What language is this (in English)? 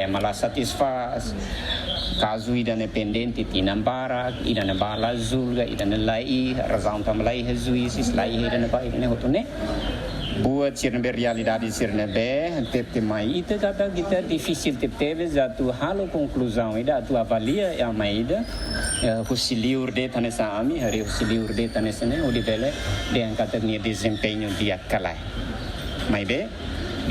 Tetum